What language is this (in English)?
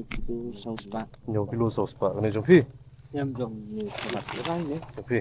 Khasi